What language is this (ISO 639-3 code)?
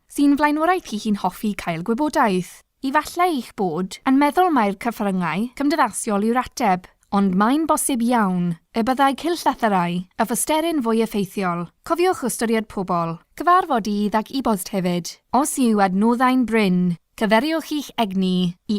cym